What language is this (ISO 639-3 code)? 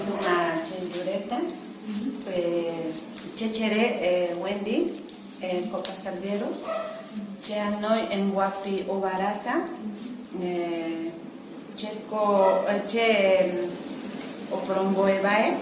gui